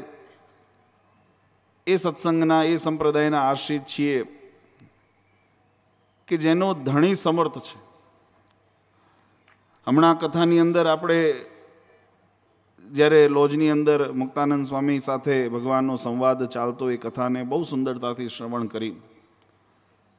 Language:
Gujarati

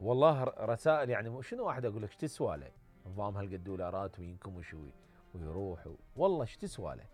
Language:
Mesopotamian Arabic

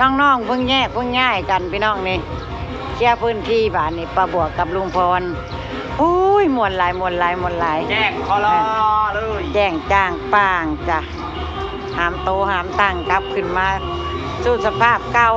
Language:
Northeastern Thai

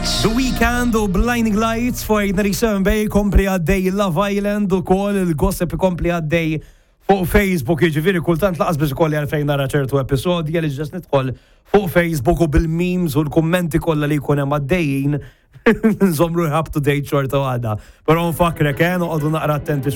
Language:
Maltese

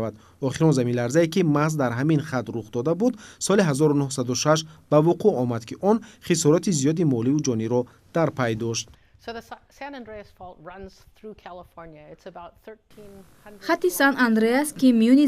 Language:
Tajik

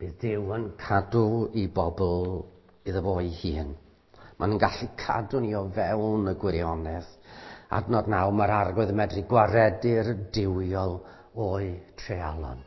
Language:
Welsh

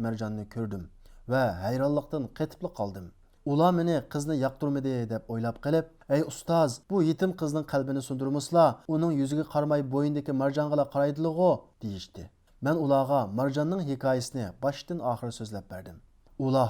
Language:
Uyghur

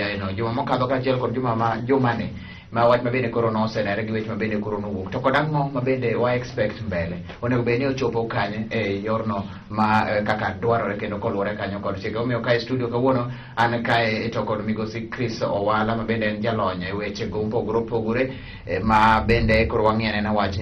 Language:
Luo (Kenya and Tanzania)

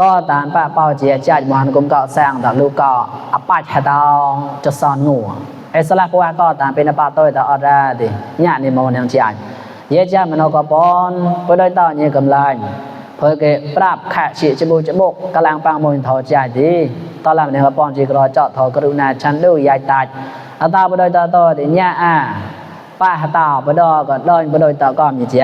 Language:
Mon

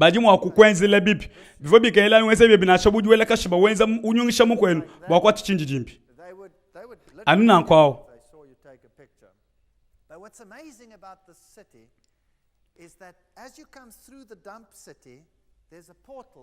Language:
Luba-Lulua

